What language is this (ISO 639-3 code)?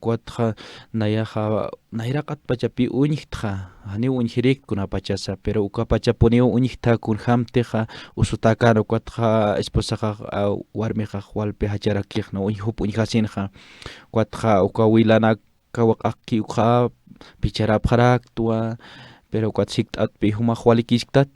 aym